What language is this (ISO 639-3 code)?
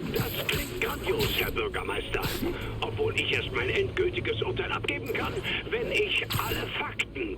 bar